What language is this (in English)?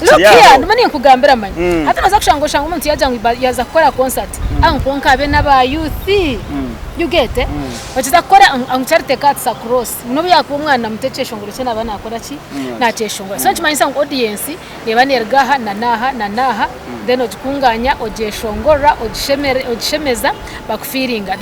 Nyankole